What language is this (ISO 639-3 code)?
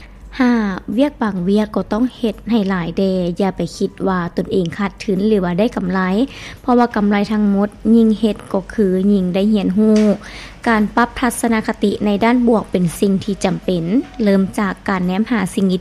lao